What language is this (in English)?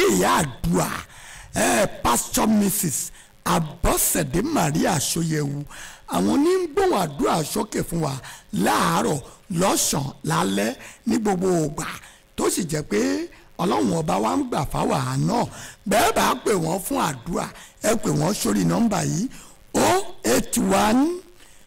Yoruba